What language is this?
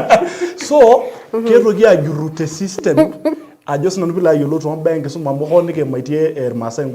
Masai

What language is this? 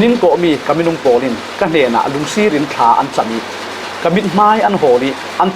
Falam Chin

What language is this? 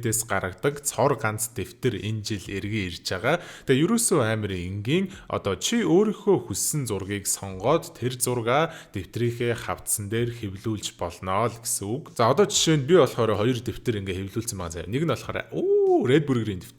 Mongolian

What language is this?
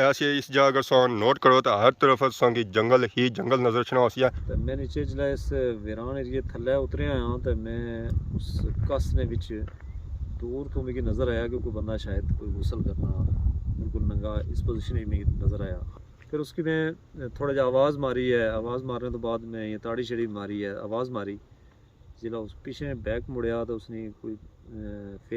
Pahari-Potwari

